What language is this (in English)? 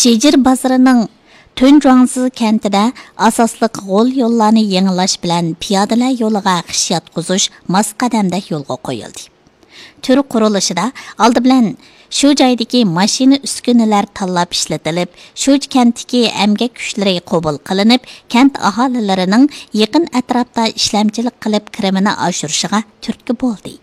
Uyghur